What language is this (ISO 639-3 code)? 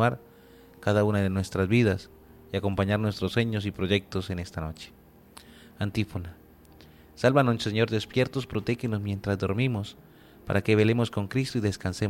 spa